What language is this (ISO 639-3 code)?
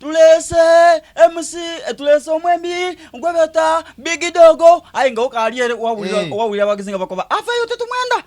xog